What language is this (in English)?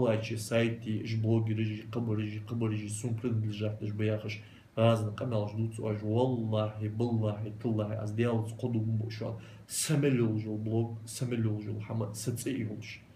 Ingush